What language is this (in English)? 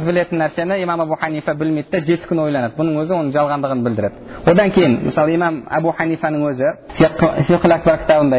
Kazakh